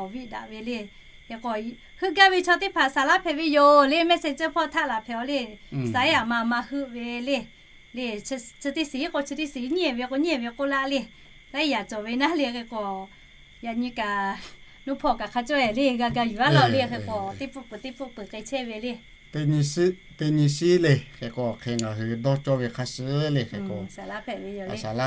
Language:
Lahu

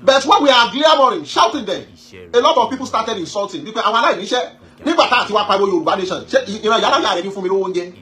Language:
Yoruba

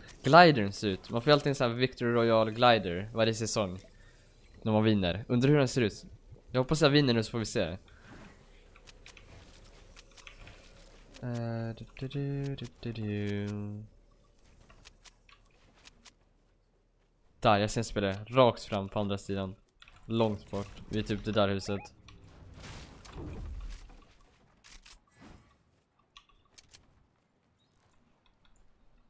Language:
Swedish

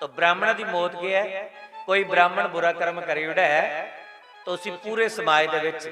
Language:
Dogri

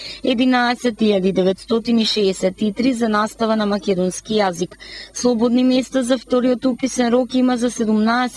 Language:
Macedonian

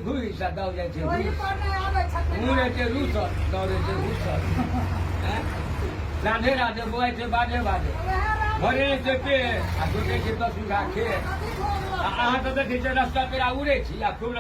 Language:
Maithili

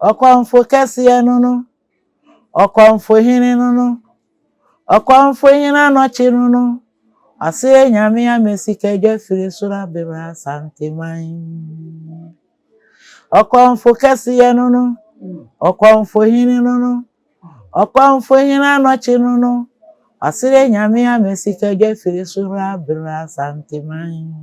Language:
Akan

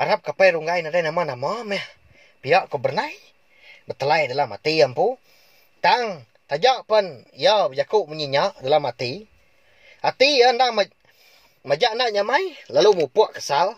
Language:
Iban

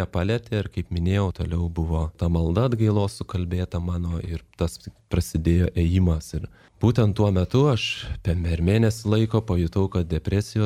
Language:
Lithuanian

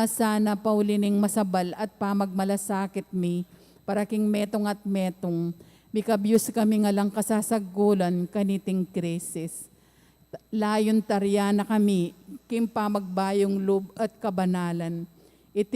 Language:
Pampanga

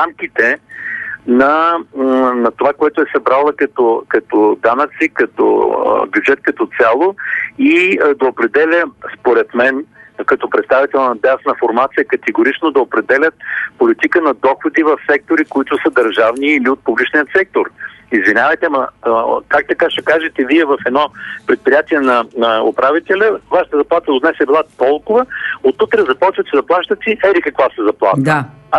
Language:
Bulgarian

